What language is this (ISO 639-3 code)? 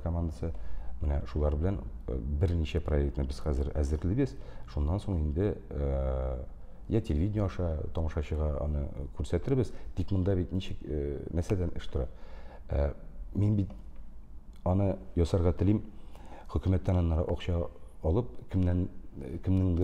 tat